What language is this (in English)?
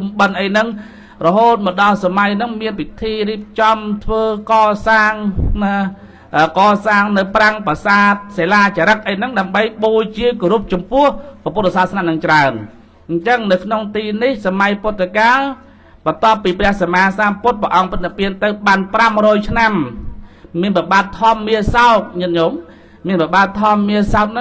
Khmer